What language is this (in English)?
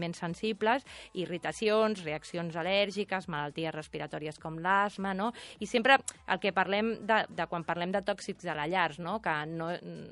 Catalan